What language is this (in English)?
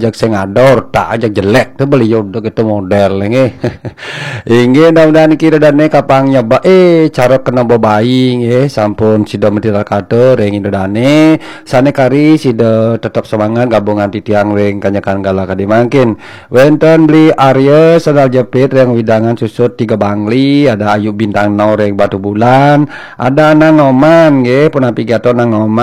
Balinese